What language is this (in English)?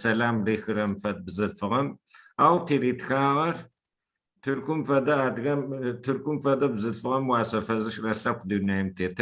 Adyghe